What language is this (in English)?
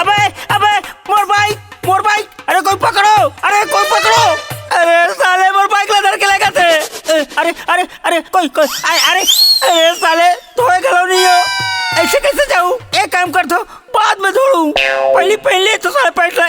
Chhattisgarhi